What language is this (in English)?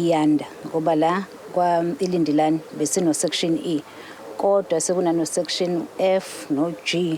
Zulu